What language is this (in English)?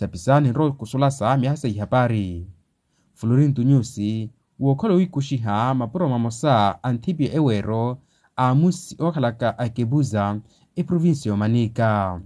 Makhuwa